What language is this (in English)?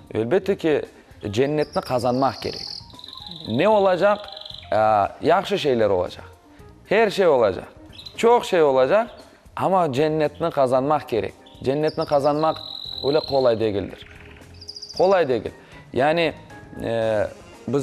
Crimean Tatar